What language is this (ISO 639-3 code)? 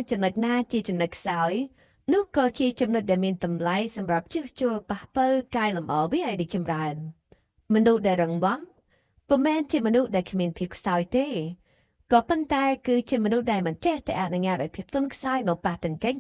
khm